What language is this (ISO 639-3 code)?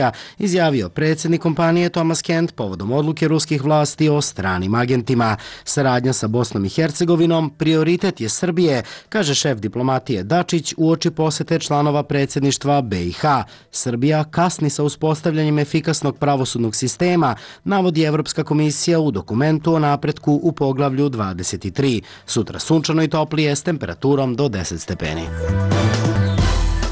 srp